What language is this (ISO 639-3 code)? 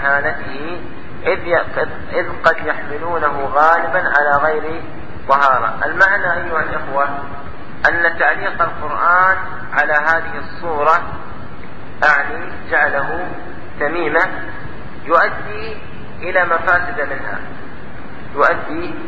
ara